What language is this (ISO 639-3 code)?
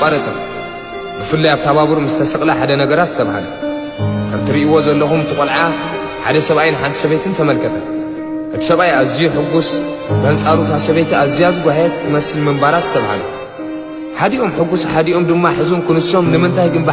tir